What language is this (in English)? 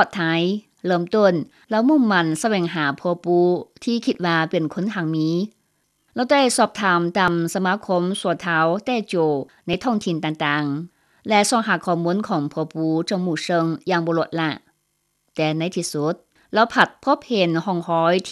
Lao